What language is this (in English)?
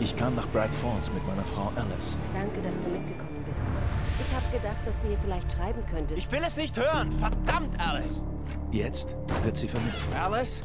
Swiss German